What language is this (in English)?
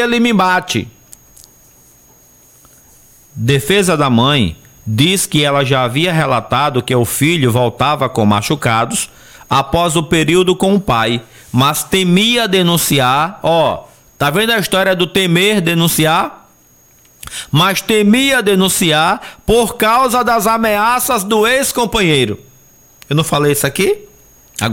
Portuguese